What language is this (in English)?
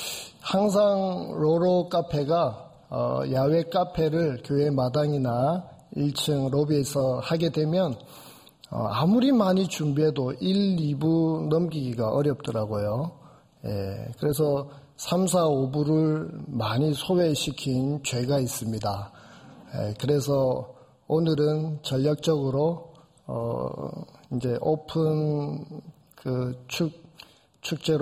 Korean